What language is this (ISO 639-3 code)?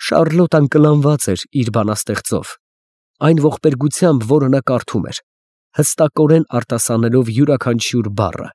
hye